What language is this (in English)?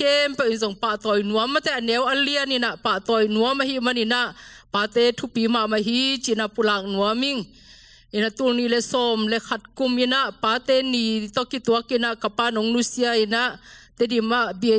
Tedim Chin